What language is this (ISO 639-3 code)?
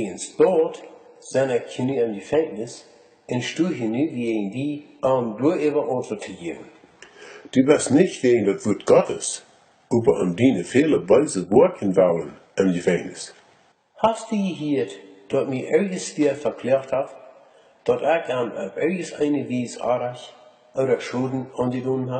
pdt